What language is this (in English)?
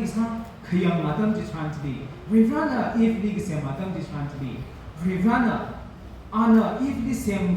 Tangkhul Naga (India)